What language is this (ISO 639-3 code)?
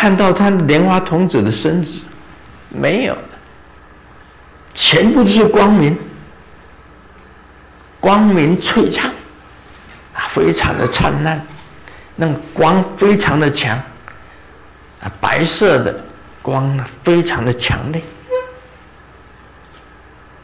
zho